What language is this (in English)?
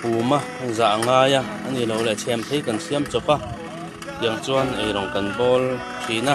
Hakha Chin